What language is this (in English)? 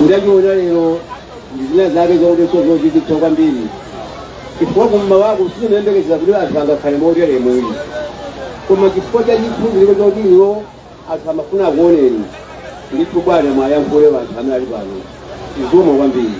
Nyanja